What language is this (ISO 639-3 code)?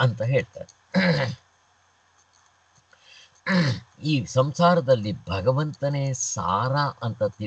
kan